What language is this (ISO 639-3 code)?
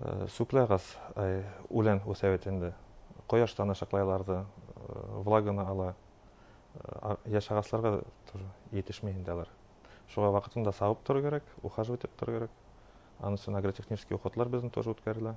bak